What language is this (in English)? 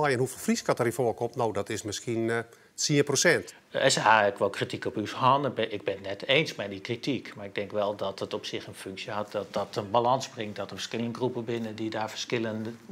Western Frisian